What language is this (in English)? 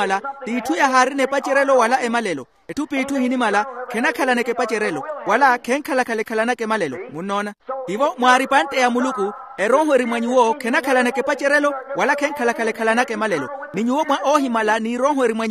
Makhuwa